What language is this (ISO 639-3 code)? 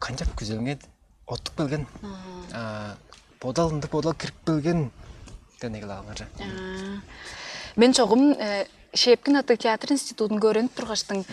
tyv